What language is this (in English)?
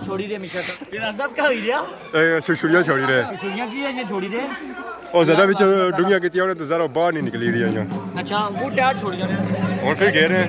Pahari-Potwari